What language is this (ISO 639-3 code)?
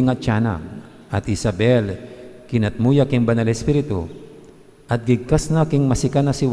pam